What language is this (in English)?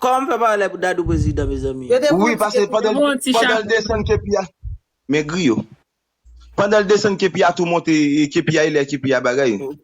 Haitian Creole